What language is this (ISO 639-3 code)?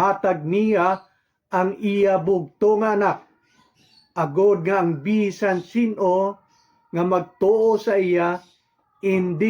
hil